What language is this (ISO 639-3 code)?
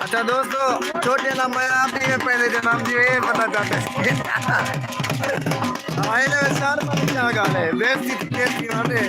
skr